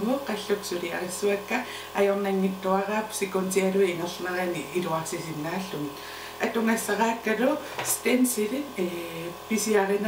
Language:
Kalaallisut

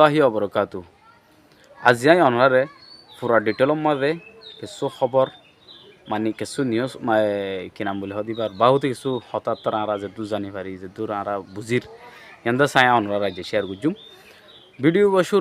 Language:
Rohingya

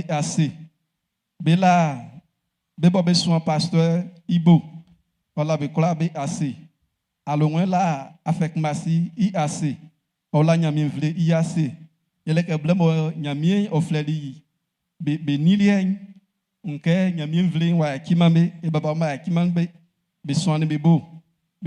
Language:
Baoulé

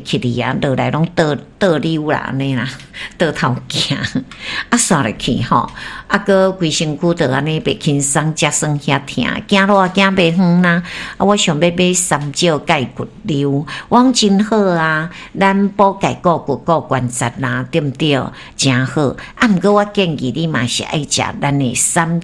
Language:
Min Nan Chinese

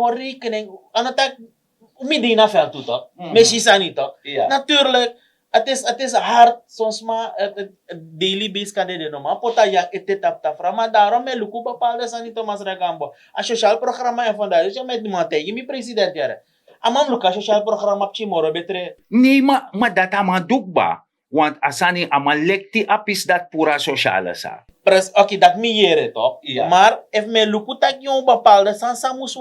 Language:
Sranan Tongo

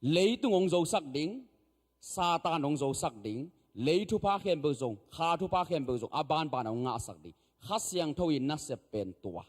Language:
Tedim Chin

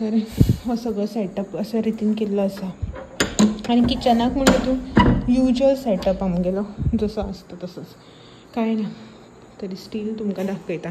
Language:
Konkani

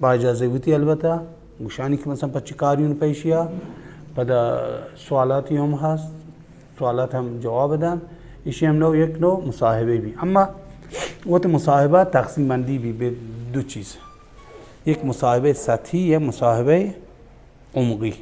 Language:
Baluchi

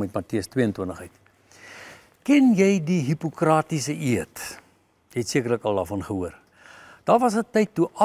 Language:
Afrikaans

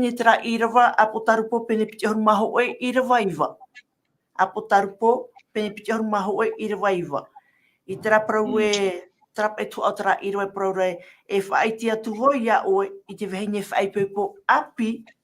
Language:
Tahitian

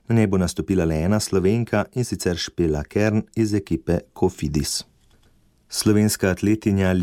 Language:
Slovenian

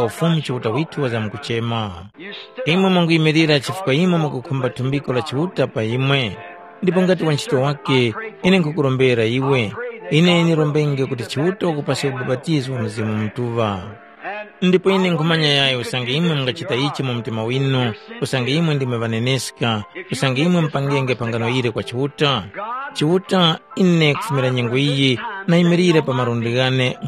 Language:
Tumbuka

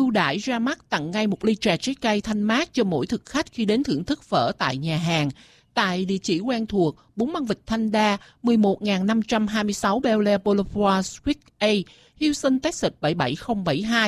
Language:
Vietnamese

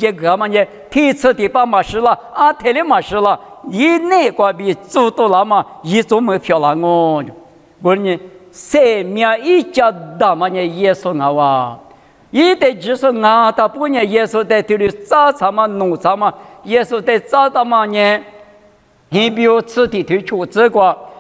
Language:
Lisu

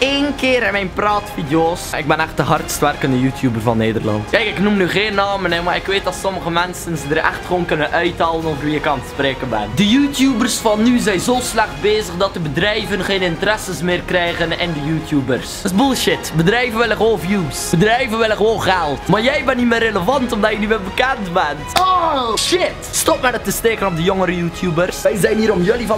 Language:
Dutch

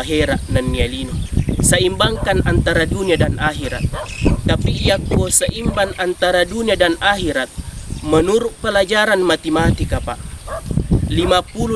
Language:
Buginese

